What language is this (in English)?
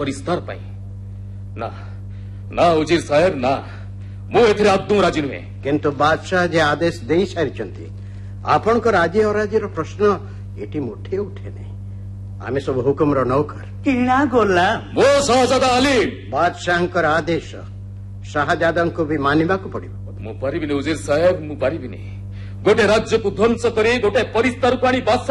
Odia